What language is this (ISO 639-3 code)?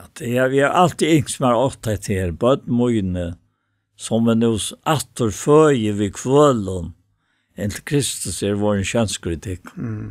fao